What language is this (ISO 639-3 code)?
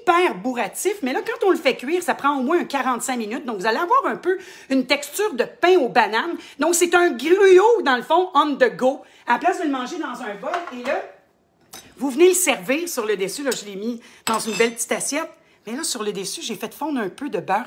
fra